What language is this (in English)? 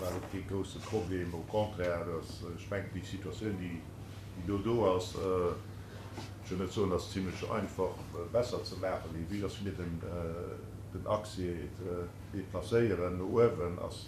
Luxembourgish